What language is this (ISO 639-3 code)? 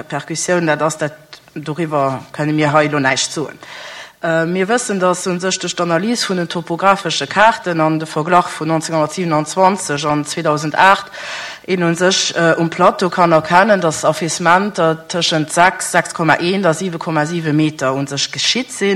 ltz